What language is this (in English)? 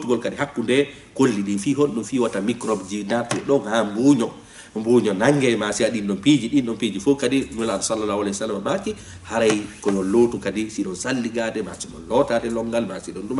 Fula